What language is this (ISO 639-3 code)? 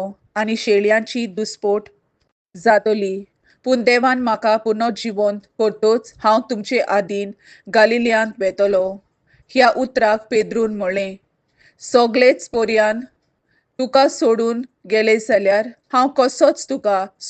kok